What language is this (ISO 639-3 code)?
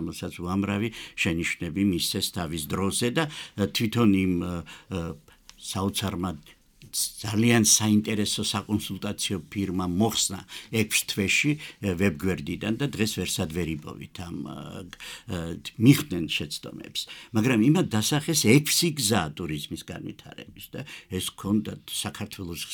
kat